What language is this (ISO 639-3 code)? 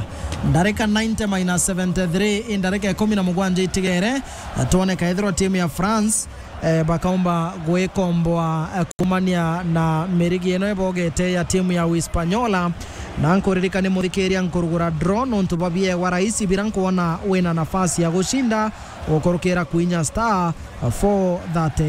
mer